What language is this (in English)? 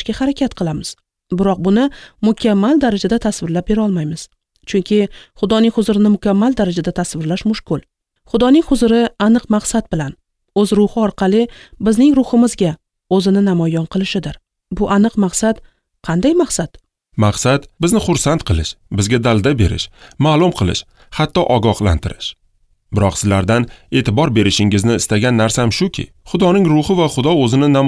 Uzbek